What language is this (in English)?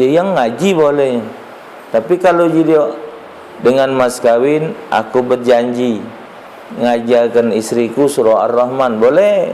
Musi